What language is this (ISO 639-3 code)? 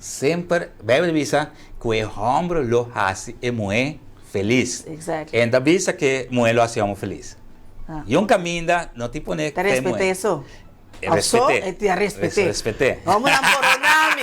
pap